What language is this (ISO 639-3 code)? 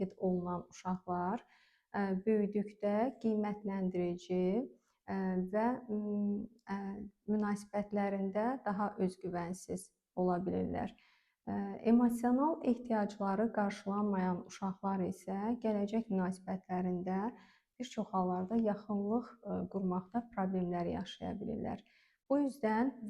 aze